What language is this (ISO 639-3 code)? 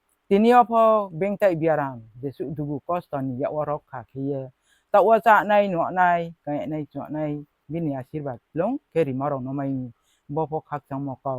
ria